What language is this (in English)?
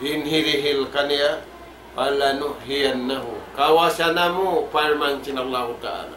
Tausug